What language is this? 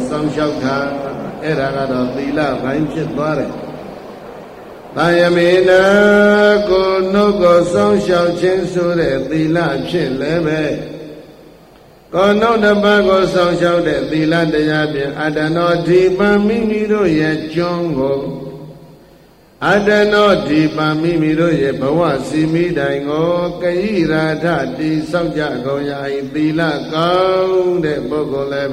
Burmese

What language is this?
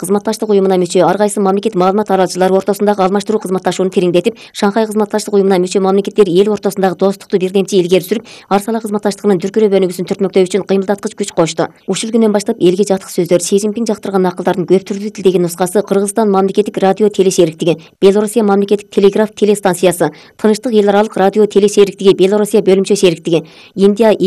Kyrgyz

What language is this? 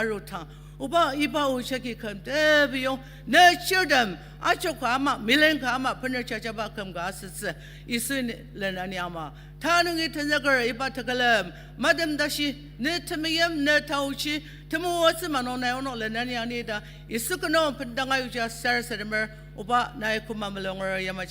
Ao Naga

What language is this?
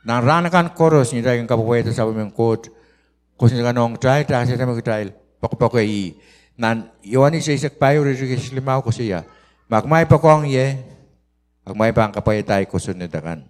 Pohnpeian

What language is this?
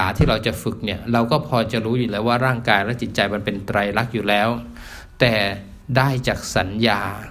Thai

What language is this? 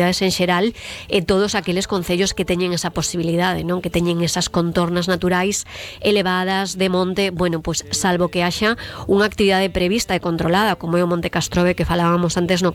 Galician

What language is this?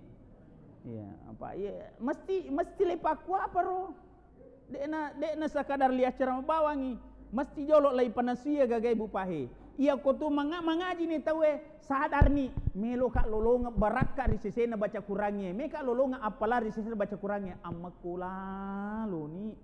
Buginese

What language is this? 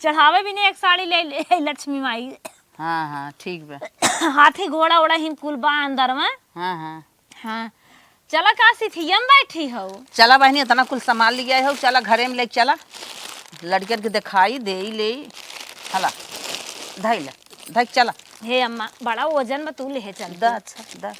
Awadhi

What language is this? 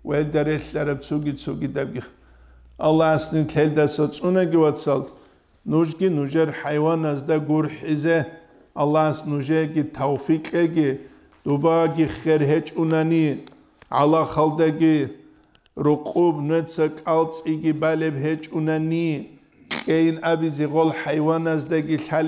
Avaric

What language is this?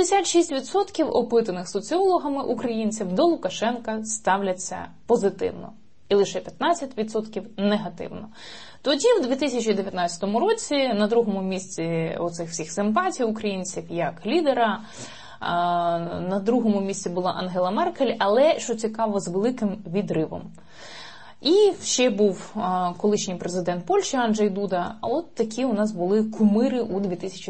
Ukrainian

